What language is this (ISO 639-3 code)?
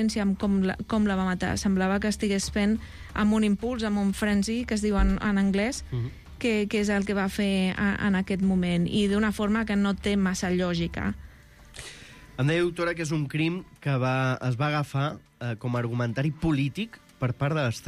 cat